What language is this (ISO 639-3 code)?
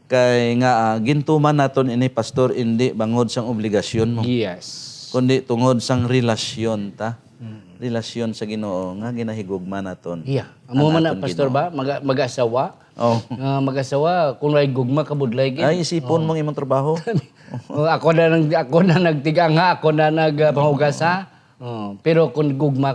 hil